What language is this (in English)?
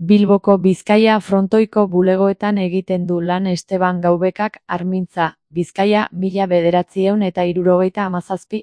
Basque